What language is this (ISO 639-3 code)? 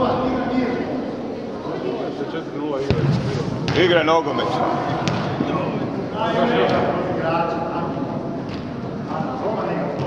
hrv